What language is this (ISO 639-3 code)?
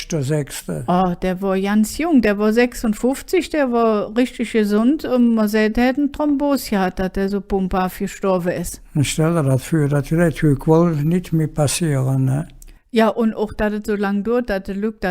ksh